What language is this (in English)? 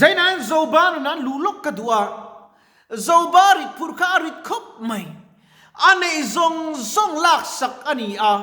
Mizo